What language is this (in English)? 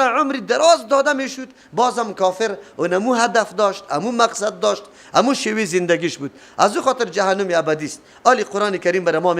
Persian